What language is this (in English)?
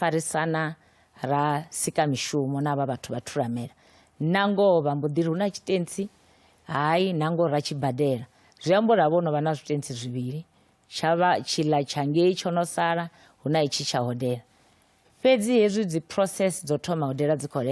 Venda